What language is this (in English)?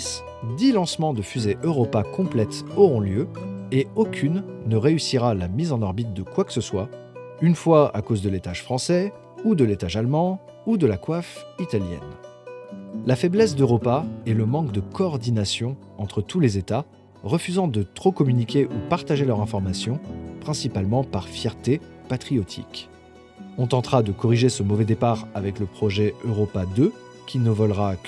French